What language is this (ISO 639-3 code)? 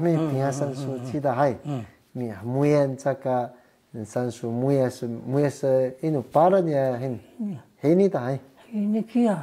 trv